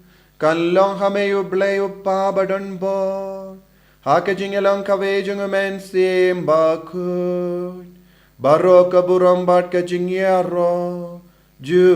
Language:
Khasi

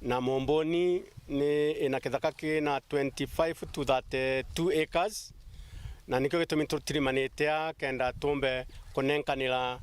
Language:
Meru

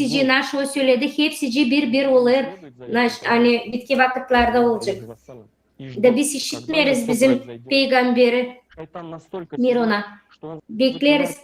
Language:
Gagauz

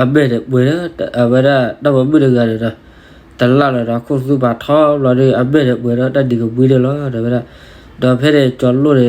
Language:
S'gaw Karen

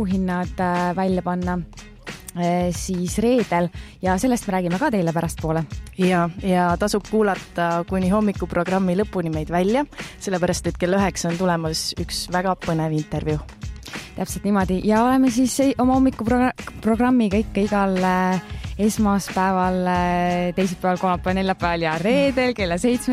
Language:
Estonian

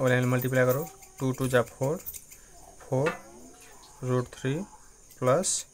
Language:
Nepali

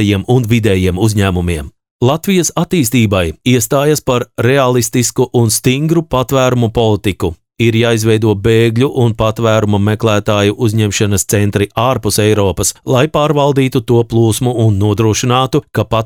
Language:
Latvian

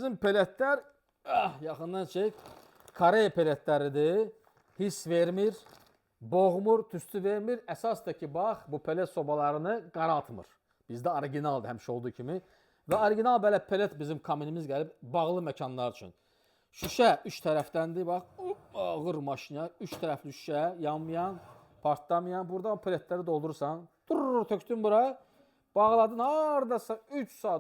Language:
Azerbaijani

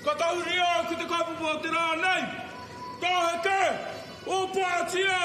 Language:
Māori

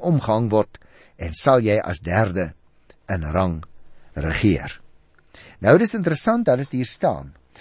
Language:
Afrikaans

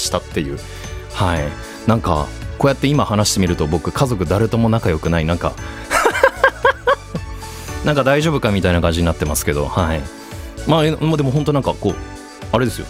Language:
Japanese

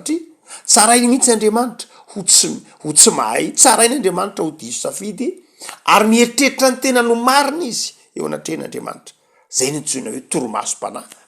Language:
Malagasy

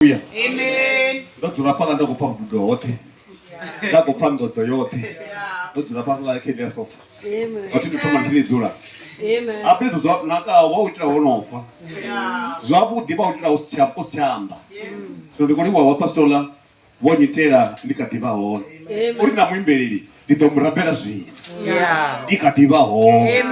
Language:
Venda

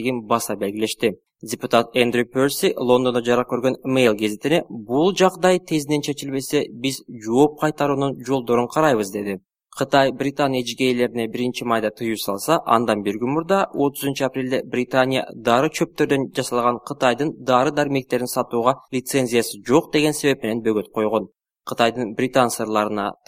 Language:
Kyrgyz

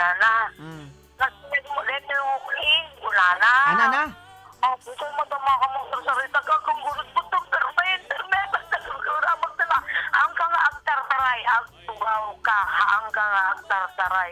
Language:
Iloko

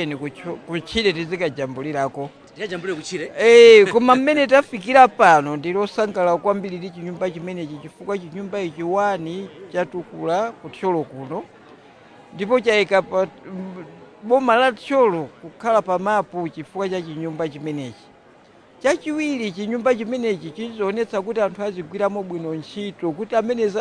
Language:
Nyanja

